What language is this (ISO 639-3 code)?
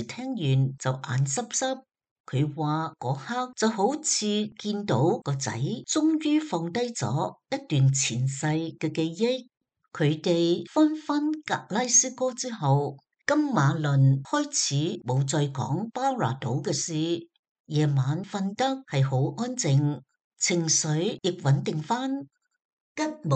yue